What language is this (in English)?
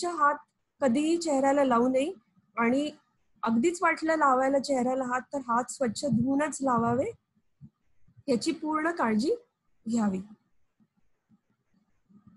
Marathi